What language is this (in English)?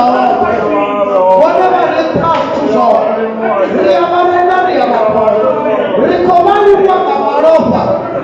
Venda